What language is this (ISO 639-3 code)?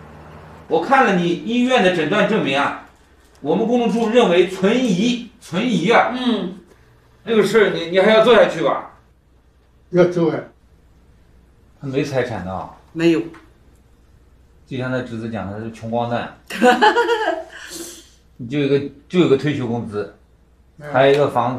zho